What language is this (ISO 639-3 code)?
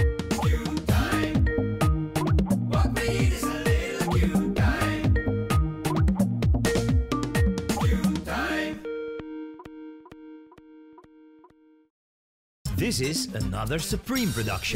nld